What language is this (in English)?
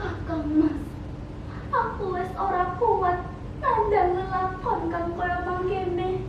Javanese